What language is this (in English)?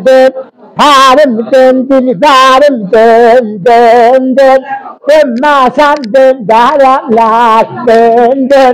South Azerbaijani